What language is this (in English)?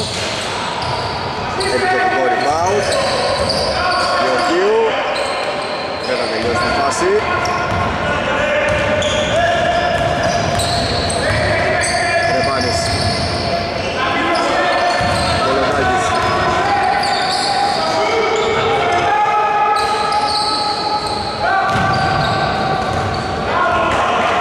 Greek